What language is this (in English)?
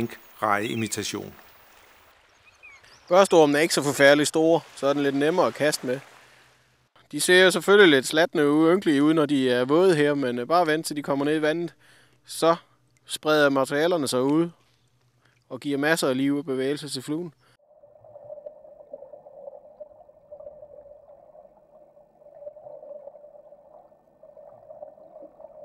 Danish